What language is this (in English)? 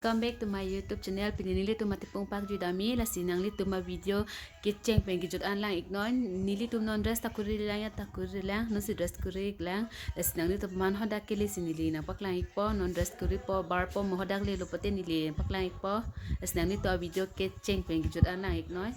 Karbi